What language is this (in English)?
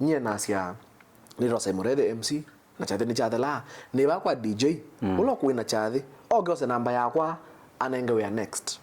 Kamba